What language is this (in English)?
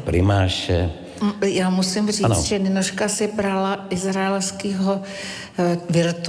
Czech